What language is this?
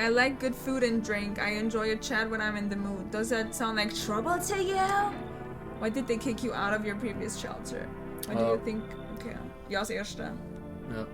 Swiss German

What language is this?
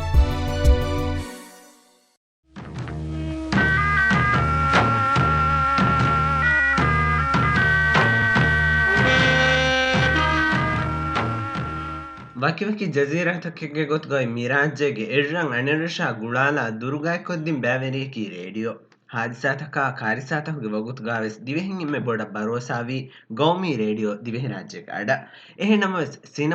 Divehi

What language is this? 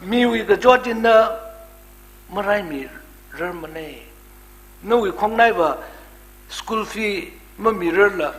Tangkhul Naga (India)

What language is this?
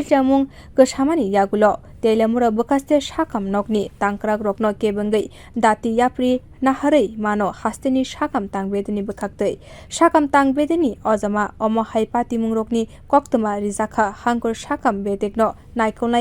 Kok Borok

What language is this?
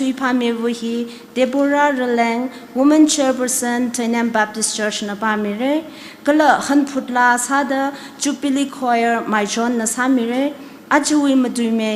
Tangkhul Naga (India)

